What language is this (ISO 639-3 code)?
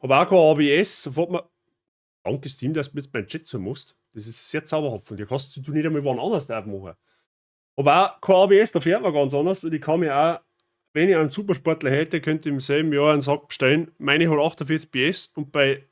bar